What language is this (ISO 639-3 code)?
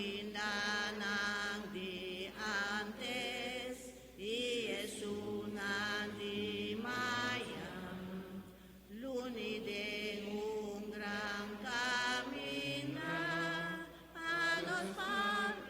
pap